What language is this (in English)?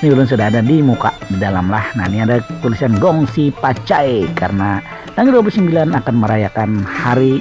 Banjar